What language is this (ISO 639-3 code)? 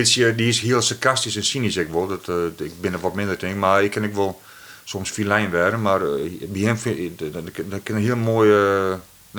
fry